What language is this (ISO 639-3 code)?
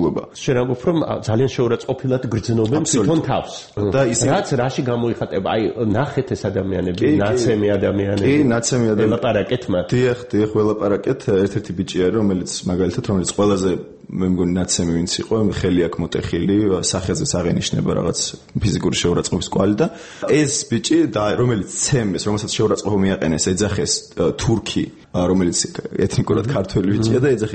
kat